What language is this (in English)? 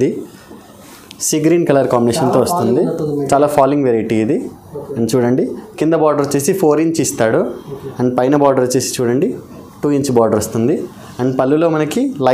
Telugu